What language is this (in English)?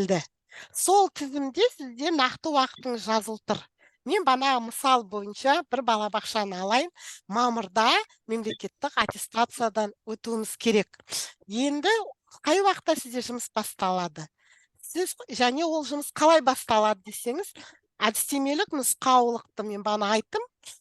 Kazakh